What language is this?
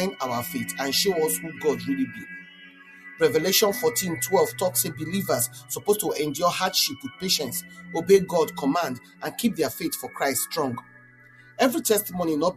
Nigerian Pidgin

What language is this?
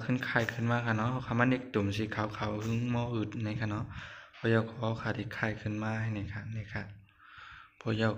Shan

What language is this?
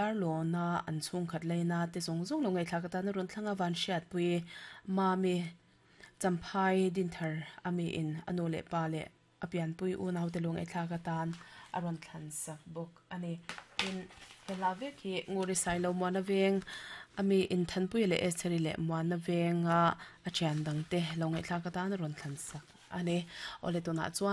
Mizo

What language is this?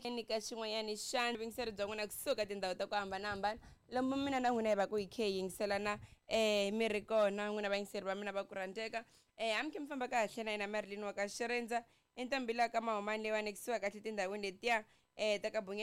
Tsonga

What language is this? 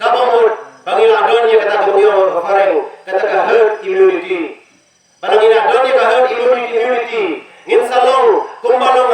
Khasi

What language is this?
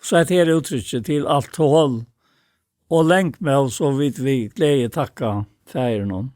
Faroese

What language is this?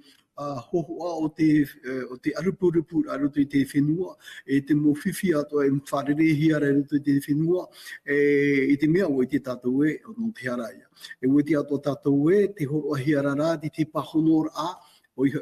Tahitian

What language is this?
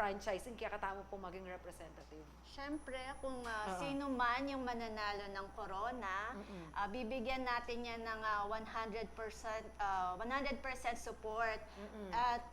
Pampanga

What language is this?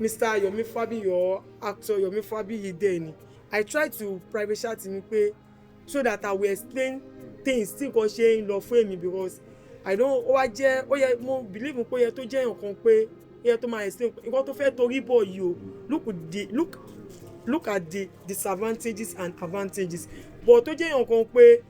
Yoruba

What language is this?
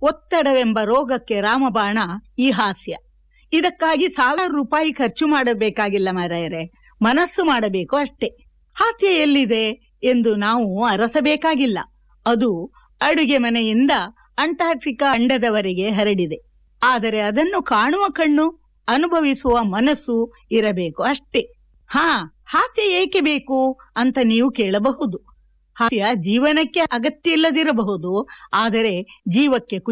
Kannada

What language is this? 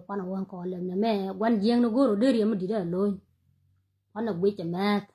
Nuer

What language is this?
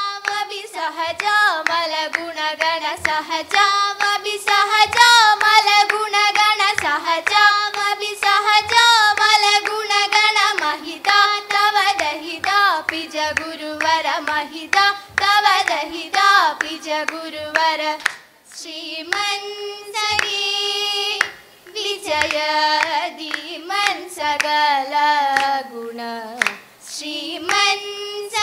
Malayalam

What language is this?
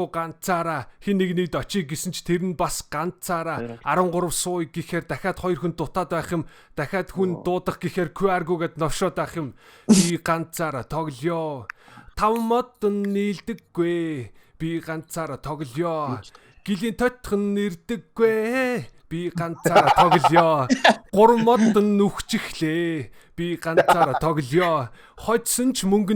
Mongolian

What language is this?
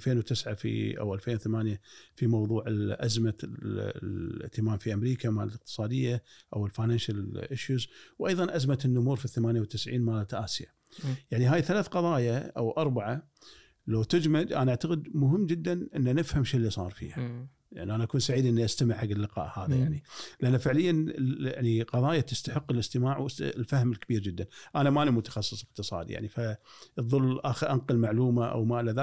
Gulf Arabic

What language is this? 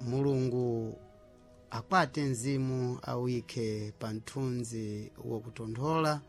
Sena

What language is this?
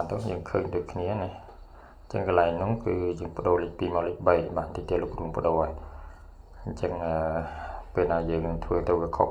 Khmer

